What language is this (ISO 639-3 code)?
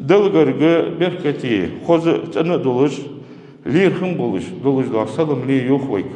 inh